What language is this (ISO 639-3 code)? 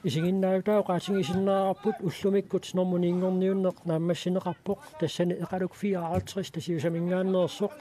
kal